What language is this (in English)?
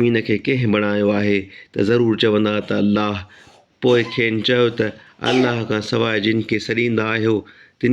Sindhi